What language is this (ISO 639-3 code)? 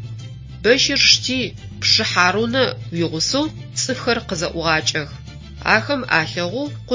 ady